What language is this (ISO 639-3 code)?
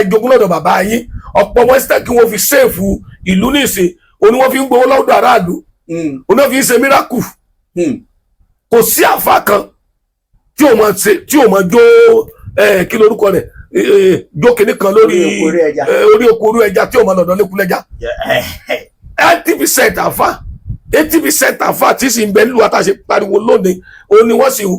yor